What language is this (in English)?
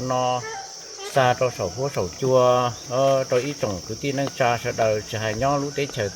Hmong